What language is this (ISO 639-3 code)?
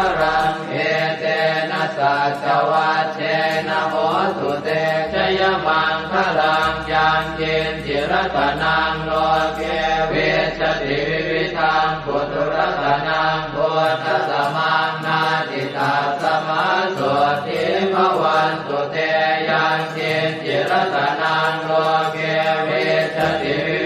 pli